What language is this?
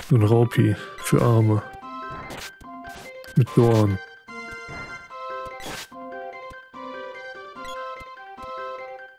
German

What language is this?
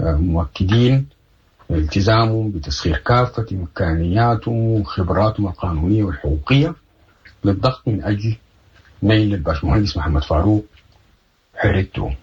Sudanese Arabic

